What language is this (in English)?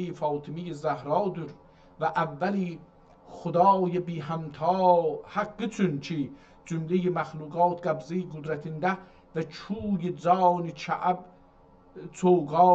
South Azerbaijani